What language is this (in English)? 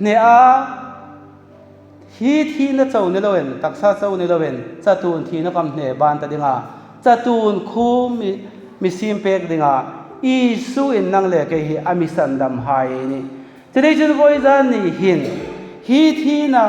Hmar